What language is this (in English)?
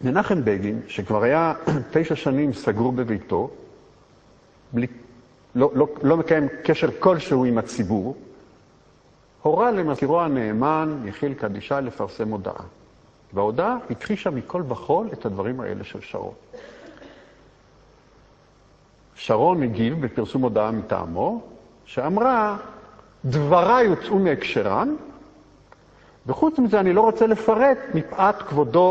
Hebrew